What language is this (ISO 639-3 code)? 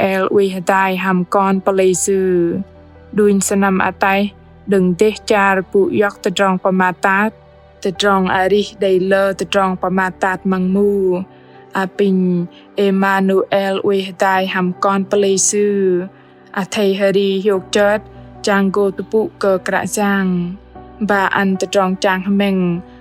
bdq